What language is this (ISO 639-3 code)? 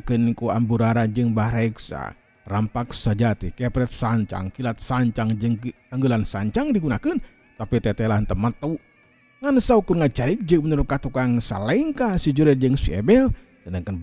sun